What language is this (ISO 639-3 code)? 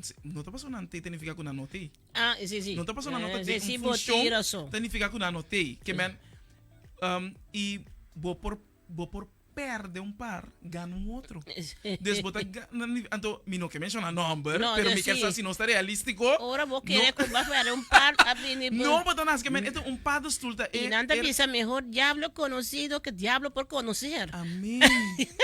pap